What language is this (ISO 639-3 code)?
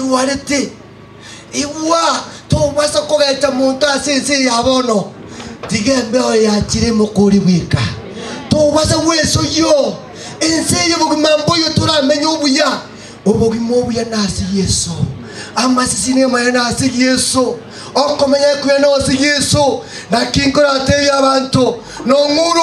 guz